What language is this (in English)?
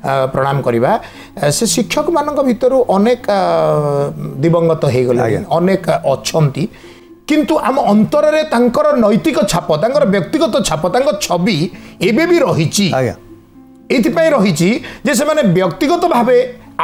Odia